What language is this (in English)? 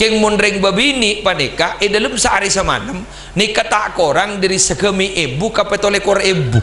Madurese